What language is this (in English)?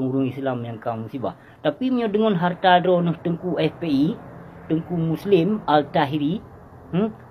Achinese